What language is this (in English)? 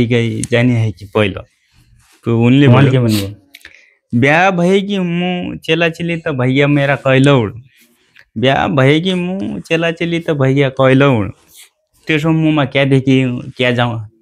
Nepali